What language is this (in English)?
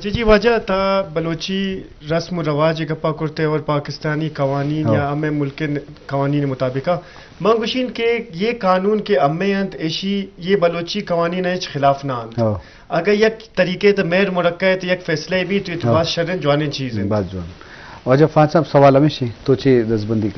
Eastern Balochi